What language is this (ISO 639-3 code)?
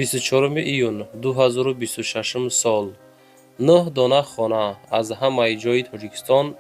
tgk